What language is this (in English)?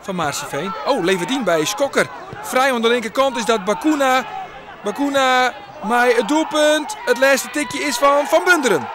Western Frisian